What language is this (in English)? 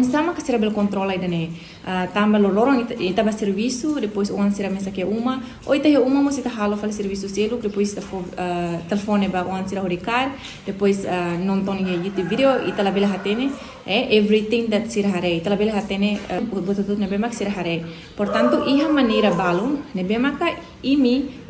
Tetum